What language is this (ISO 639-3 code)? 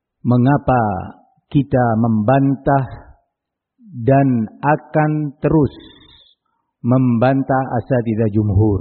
ind